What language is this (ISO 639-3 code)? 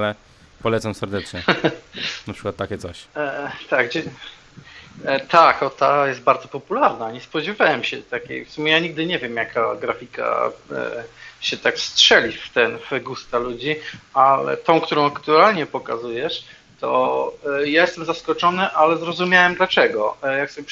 pol